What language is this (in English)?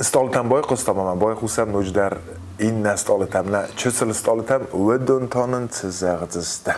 Ossetic